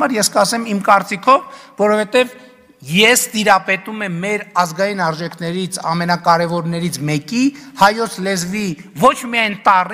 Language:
Armenian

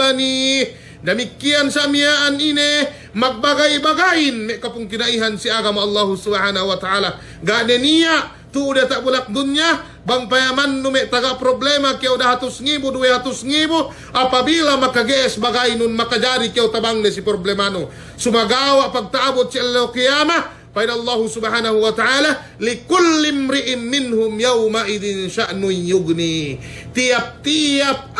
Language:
Yakan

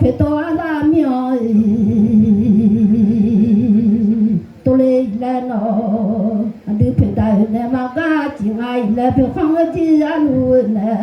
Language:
Akha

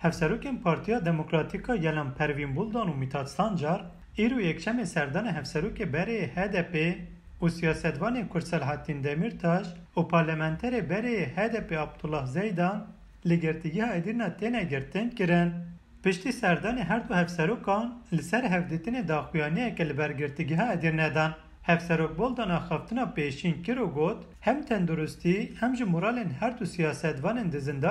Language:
Kurdish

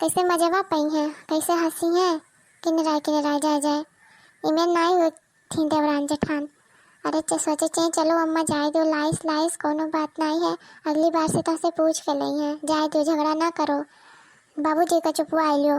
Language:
Awadhi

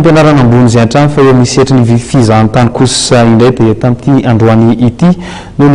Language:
Malagasy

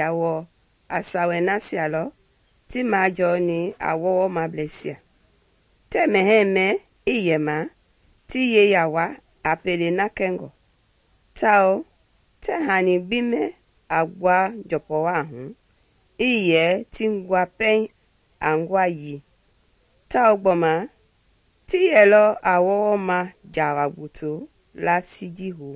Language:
Mende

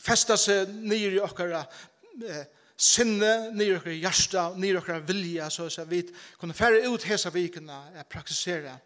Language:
Faroese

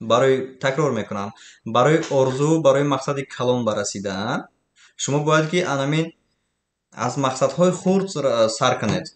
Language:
Tajik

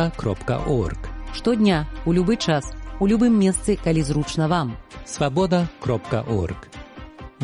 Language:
Belarusian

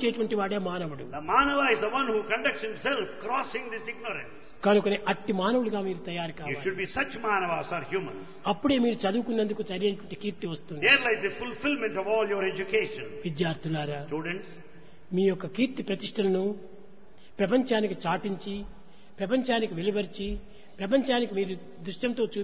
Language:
Telugu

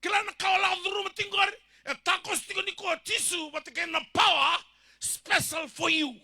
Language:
Fijian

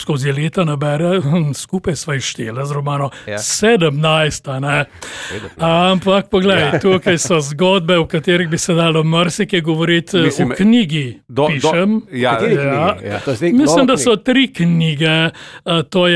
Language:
Slovenian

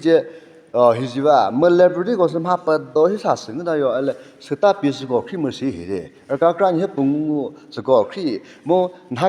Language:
Chokri Naga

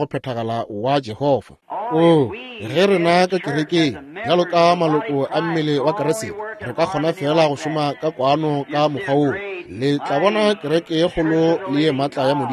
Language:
Northern Sotho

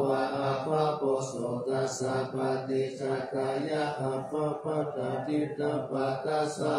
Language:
Pali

